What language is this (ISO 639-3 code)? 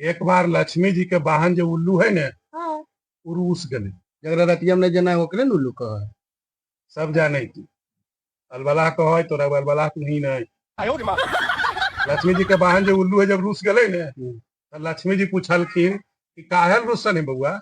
mag